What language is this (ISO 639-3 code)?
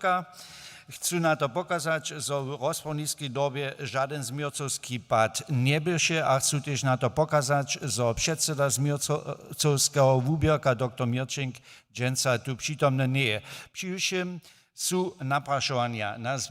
hsb